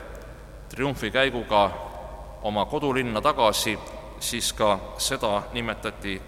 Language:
Estonian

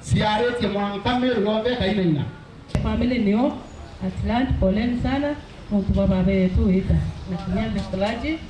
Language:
Meru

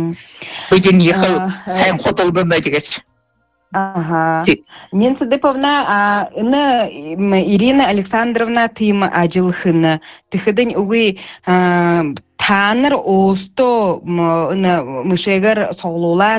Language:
Buriat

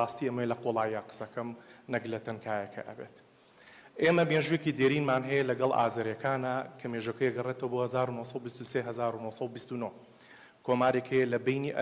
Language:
Central Kurdish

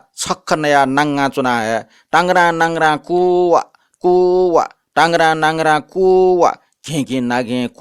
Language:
Newari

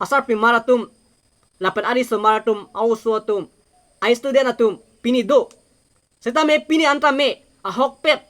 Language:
Karbi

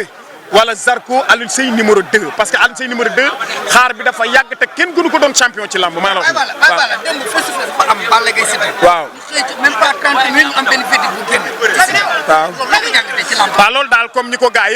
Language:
Wolof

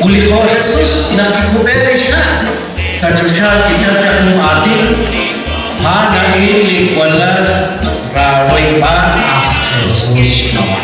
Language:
Kekchí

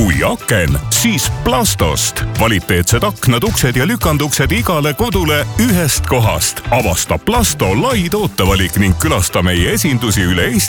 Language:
Estonian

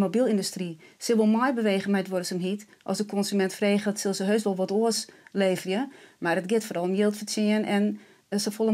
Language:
Western Frisian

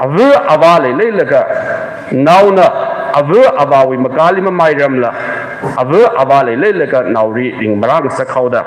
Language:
Tangkhul Naga (India)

